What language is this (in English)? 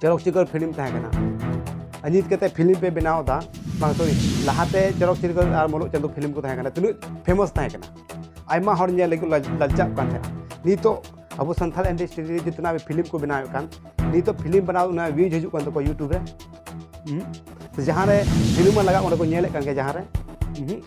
Santali